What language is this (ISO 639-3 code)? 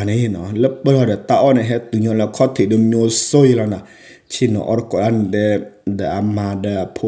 ksw